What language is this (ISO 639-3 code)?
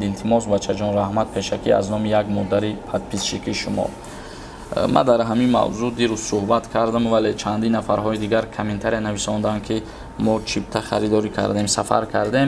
tgk